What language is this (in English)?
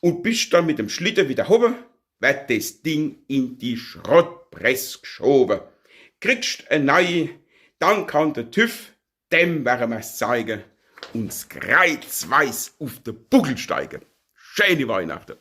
Palatine German